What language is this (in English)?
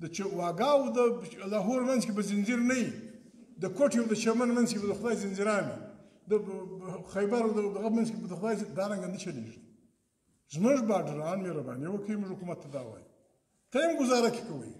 Pashto